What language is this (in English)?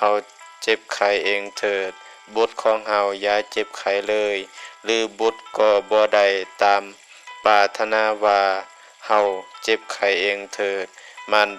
Lao